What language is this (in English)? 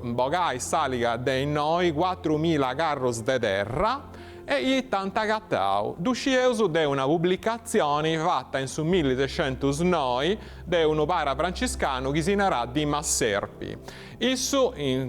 Sardinian